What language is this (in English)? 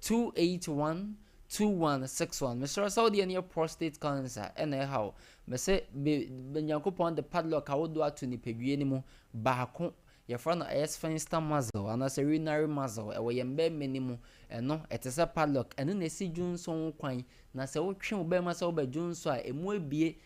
Akan